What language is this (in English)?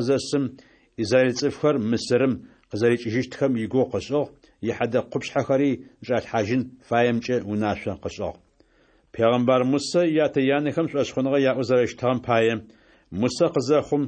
Adyghe